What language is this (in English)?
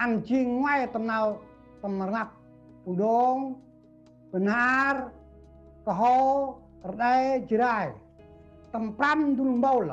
Central Mnong